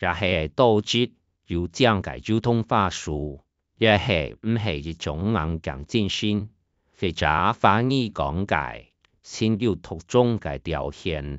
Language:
Hakka Chinese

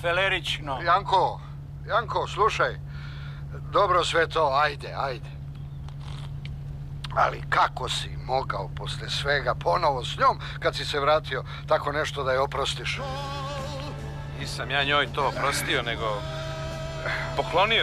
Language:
Serbian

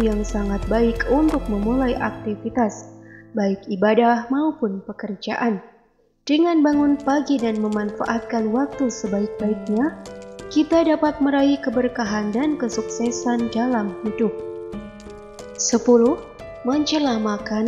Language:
Indonesian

